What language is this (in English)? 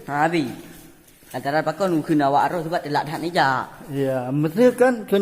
Achinese